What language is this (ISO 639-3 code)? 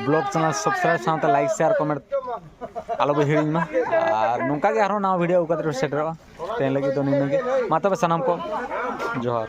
sat